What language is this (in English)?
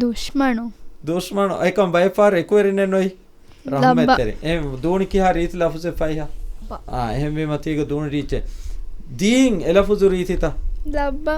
Divehi